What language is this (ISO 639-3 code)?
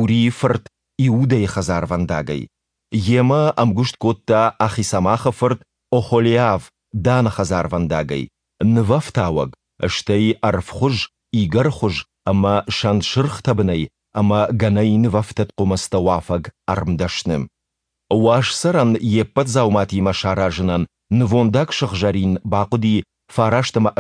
oss